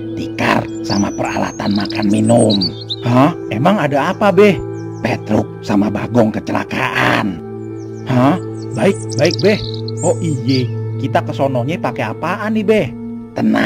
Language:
Betawi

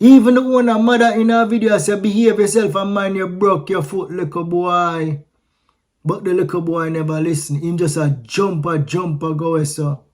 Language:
Jamaican Creole English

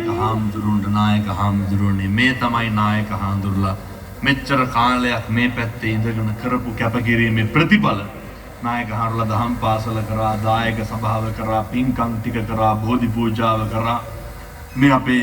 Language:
Sinhala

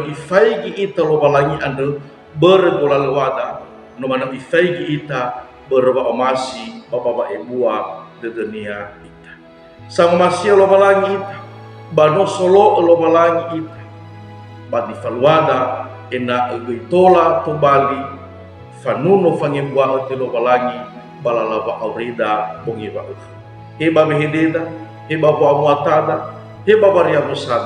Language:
Nias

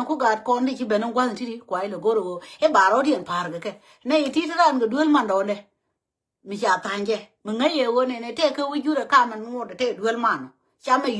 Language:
Nuer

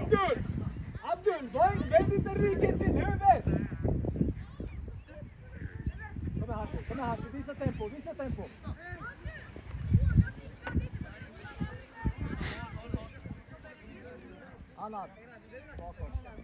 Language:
Swedish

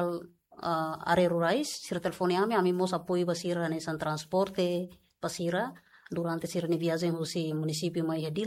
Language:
Tetum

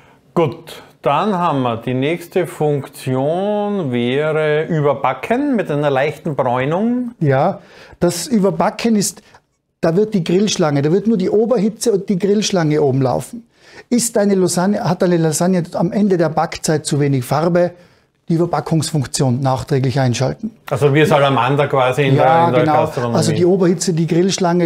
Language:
German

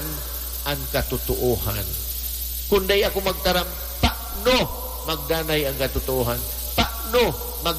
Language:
Bikol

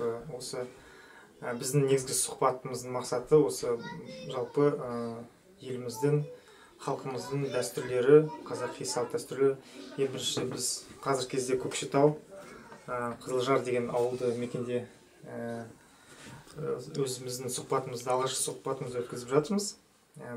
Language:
Kazakh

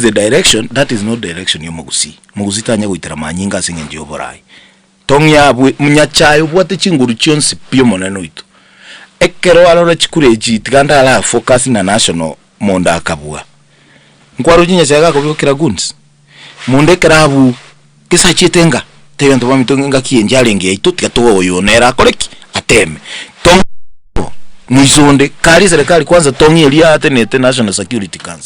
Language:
Gusii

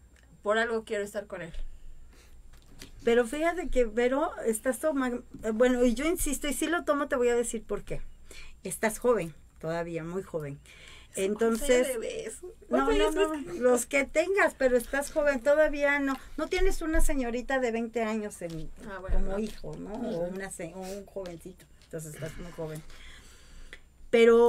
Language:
Spanish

